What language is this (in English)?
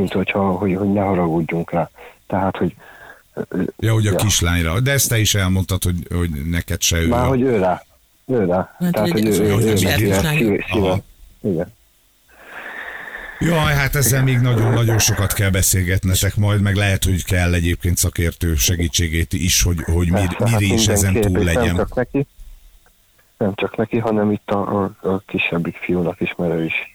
Hungarian